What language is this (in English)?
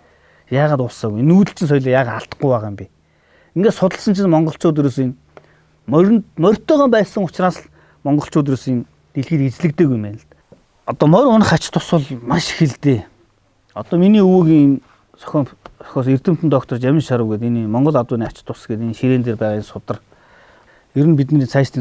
Mongolian